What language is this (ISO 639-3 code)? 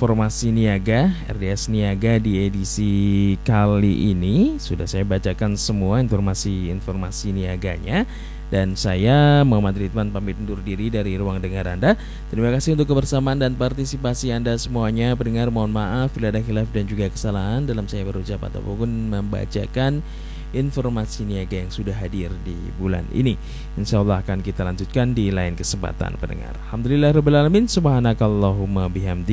ind